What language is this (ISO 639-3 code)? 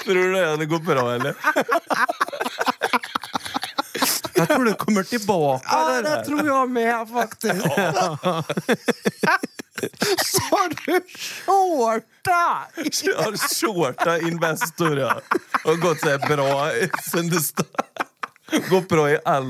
swe